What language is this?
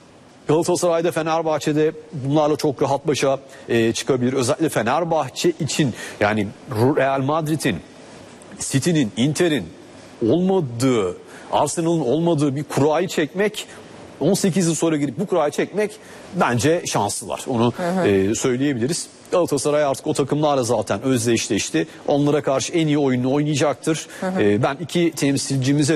Turkish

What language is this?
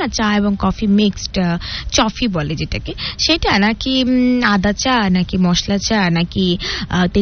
Bangla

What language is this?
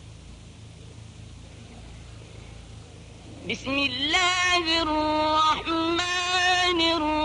Arabic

